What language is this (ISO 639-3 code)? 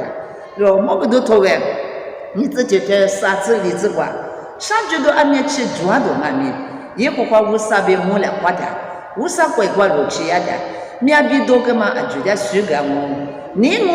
lis